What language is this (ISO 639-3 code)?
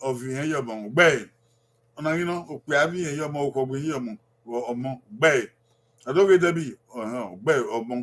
bin